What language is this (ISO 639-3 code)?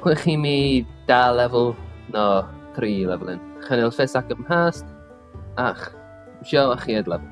gla